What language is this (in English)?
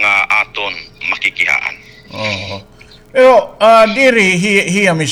Waray